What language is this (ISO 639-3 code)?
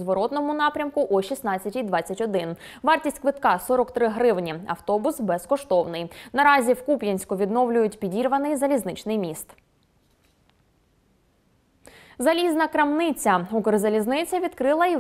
ukr